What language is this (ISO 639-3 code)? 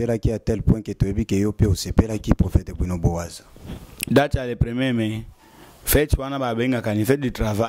lin